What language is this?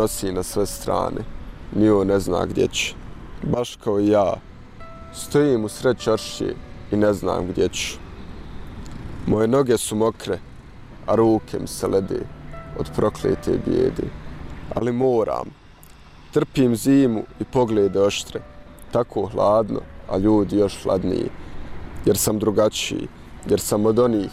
Bosnian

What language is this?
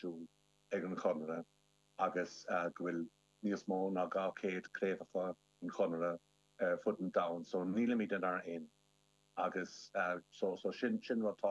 Irish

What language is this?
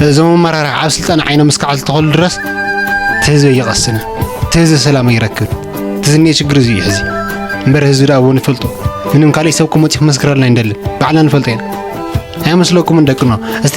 Tigrinya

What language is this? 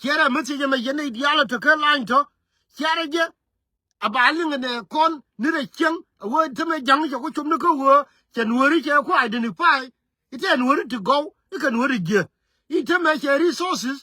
Nuer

